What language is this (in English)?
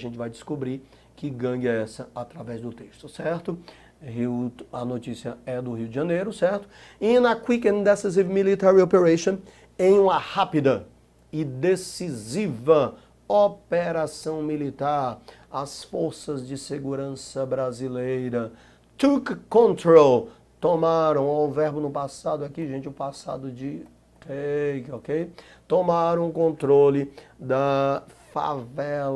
Portuguese